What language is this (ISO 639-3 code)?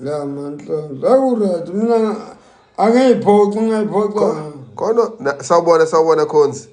zul